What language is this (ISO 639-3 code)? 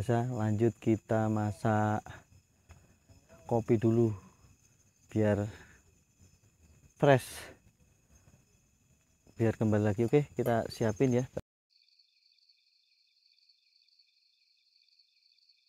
ind